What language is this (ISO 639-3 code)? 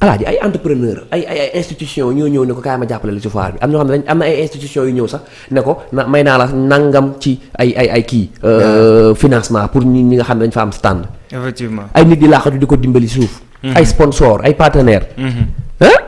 wol